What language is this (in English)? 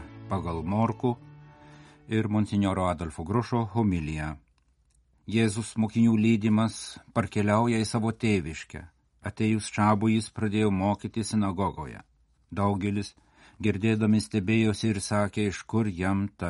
Lithuanian